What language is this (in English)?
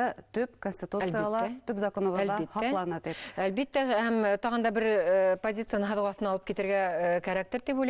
Bashkir